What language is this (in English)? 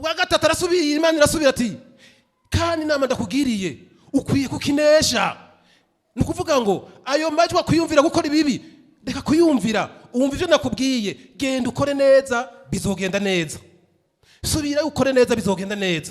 Rundi